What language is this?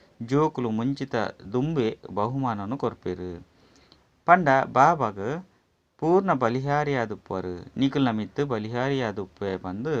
Tulu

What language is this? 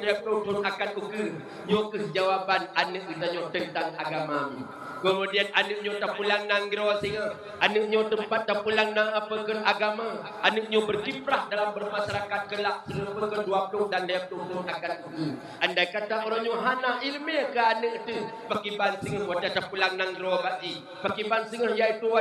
Achinese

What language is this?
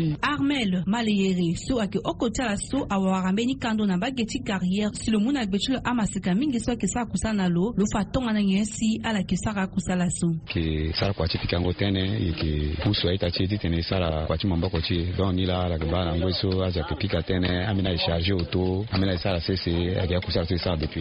Sango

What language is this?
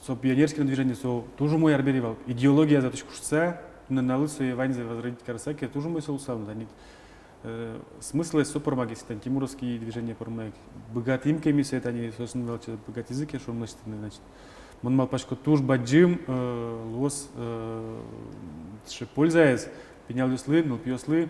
Udmurt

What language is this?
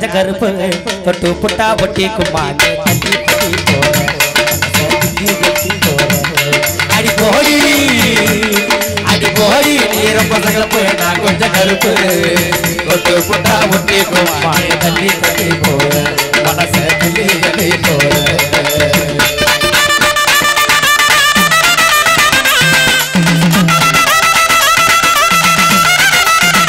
Tamil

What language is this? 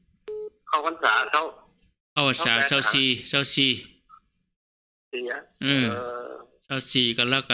Thai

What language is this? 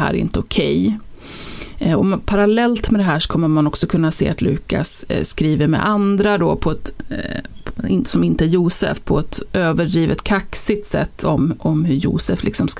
Swedish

